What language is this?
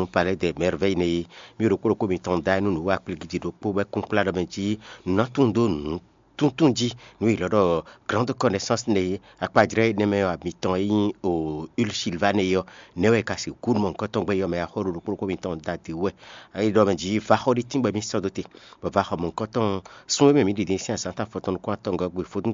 Fon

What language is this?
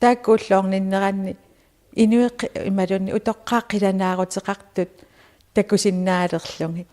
Kalaallisut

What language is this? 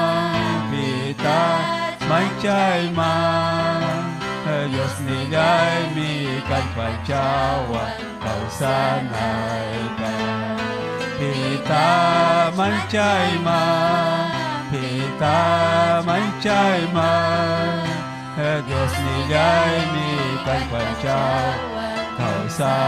Ayacucho Quechua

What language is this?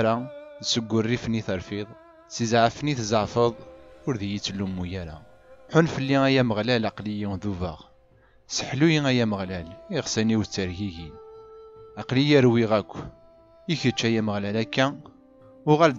Kabyle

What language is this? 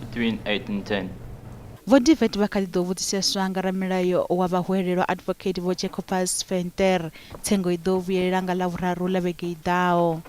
Venda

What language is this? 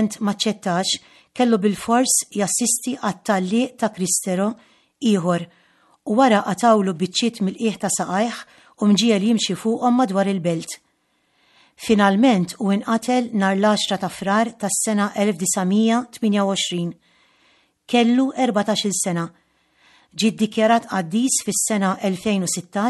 Maltese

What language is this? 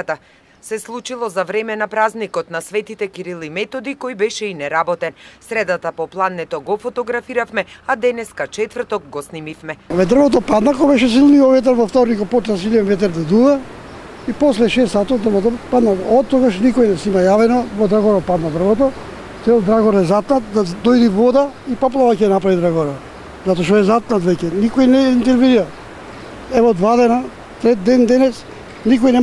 Macedonian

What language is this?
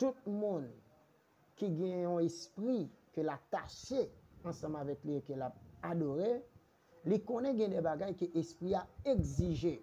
Haitian Creole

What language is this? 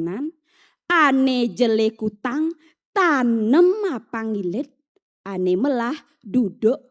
Balinese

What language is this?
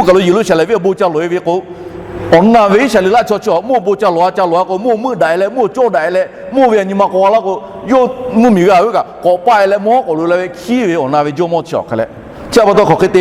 Lahu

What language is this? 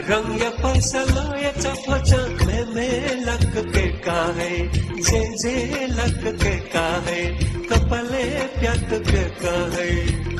Newari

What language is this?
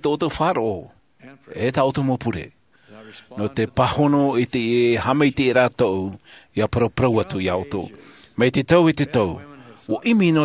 Tahitian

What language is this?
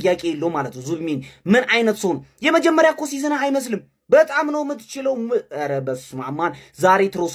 Amharic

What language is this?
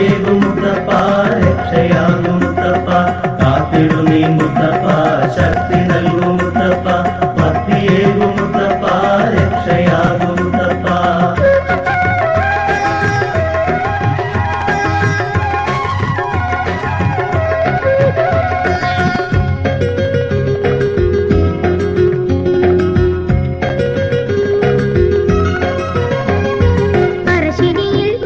Malayalam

